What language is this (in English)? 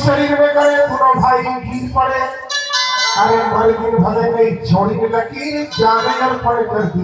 Chhattisgarhi